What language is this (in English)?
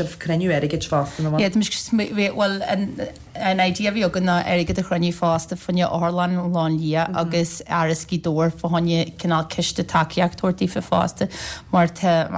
Irish